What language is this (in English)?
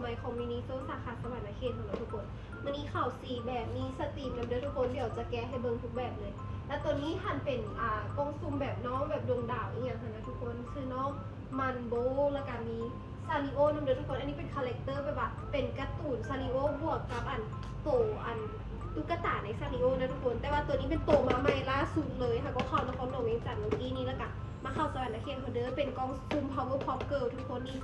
Lao